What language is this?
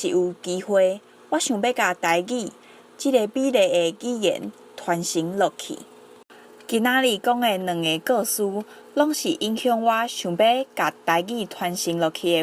Min Nan Chinese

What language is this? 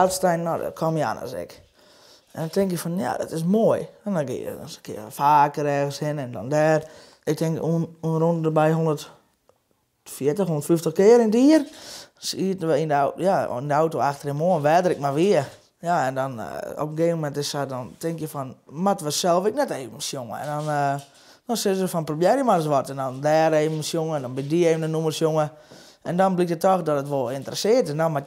Western Frisian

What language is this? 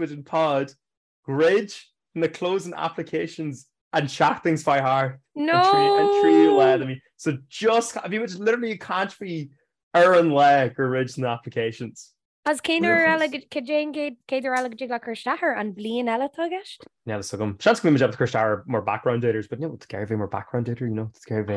Irish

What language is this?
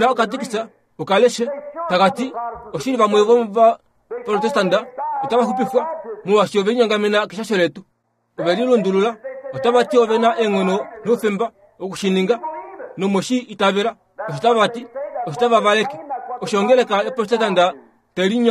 Kuanyama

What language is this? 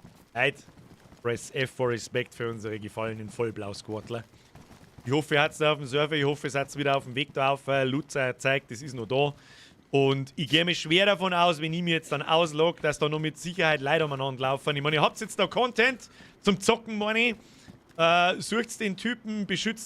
Bavarian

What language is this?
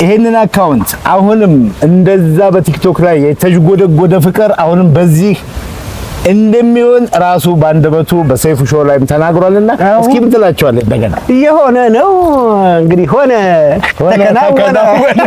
Amharic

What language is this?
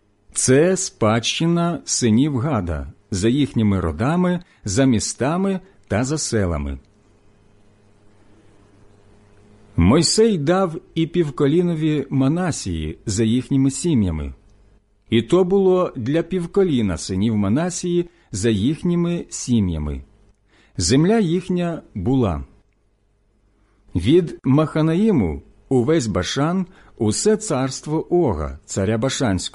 Ukrainian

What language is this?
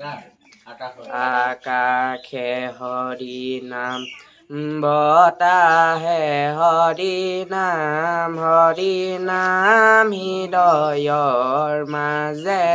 Assamese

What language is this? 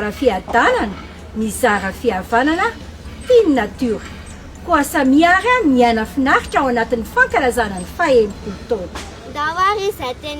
Malagasy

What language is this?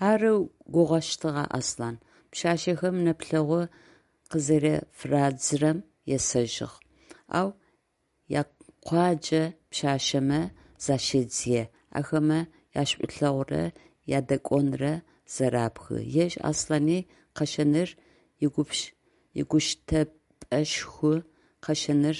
Adyghe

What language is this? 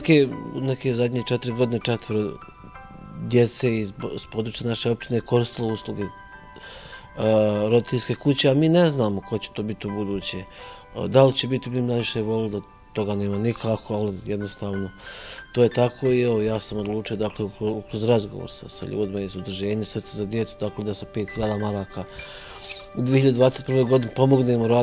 Bosnian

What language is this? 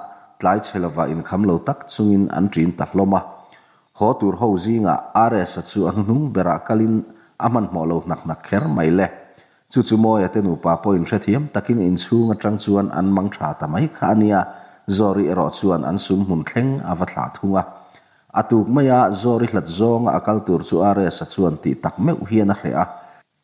Mizo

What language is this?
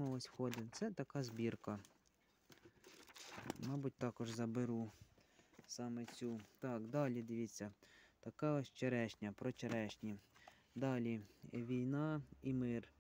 Ukrainian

